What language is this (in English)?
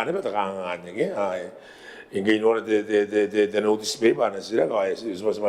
Gilbertese